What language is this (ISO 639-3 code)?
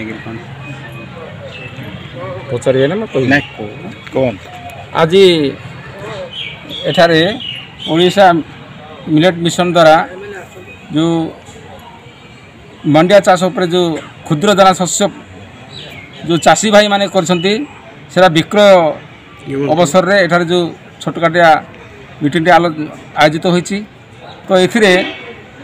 ori